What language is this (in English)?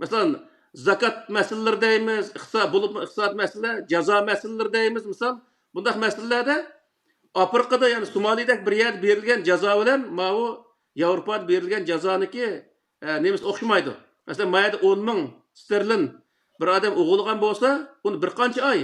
Uyghur